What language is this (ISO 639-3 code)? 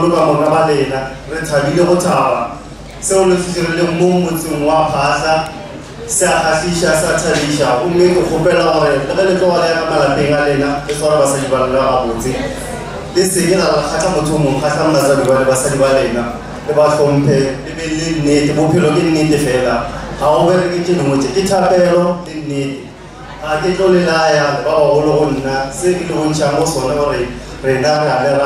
nso